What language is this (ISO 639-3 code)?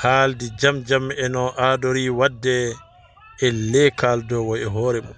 ful